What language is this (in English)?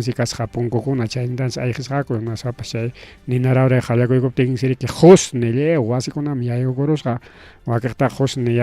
Ayacucho Quechua